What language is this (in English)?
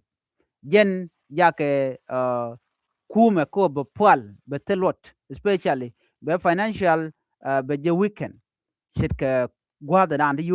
Nuer